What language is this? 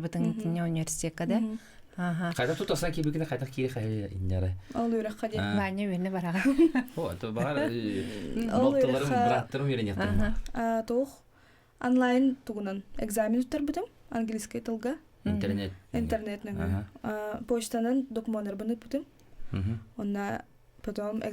Yakut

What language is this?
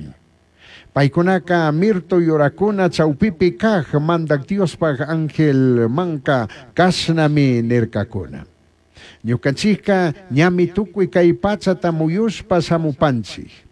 Chimborazo Highland Quichua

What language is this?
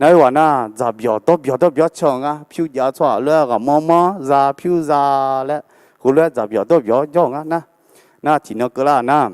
Akha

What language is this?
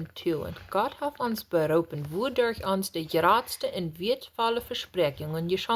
Plautdietsch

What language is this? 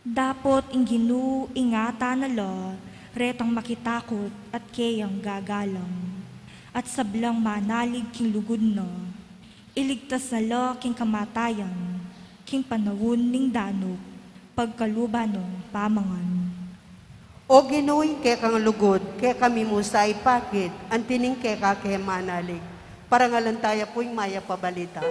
Pampanga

